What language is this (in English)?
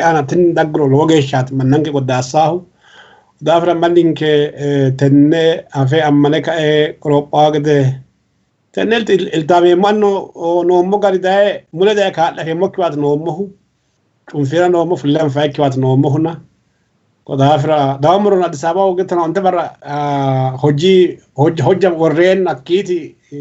Sidamo